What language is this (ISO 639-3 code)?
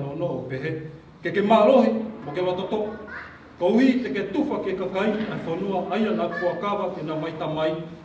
ton